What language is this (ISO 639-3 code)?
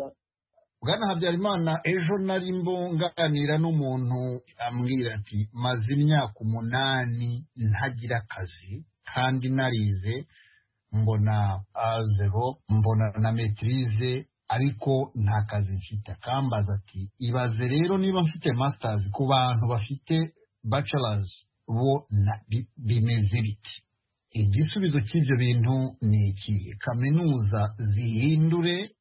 kin